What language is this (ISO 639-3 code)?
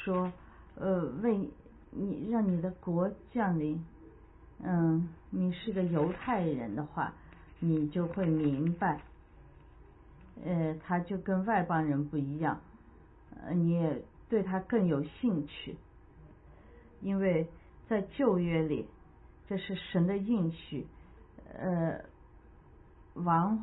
zho